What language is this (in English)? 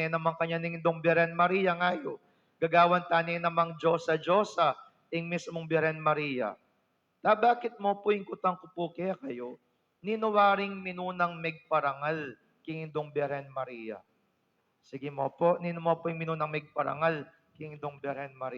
Pampanga